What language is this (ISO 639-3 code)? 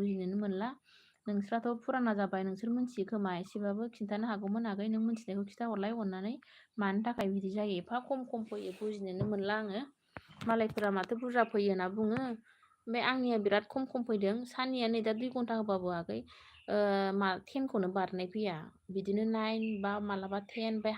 brx